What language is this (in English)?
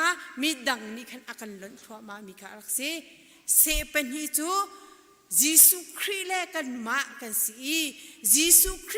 Hakha Chin